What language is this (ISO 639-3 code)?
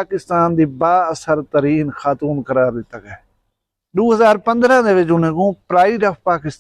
skr